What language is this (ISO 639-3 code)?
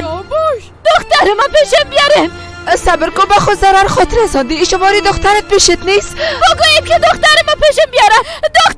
fas